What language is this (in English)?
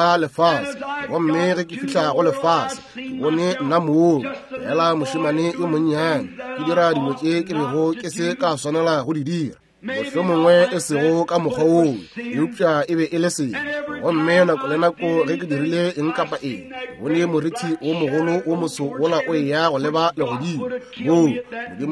Northern Sotho